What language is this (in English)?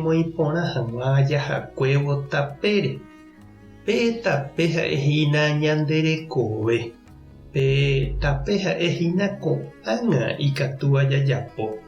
Guarani